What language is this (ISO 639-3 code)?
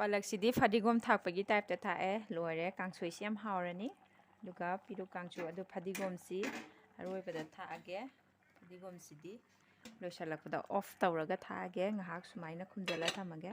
mni